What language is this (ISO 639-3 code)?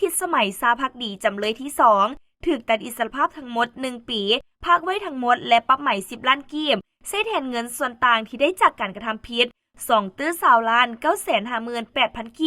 lao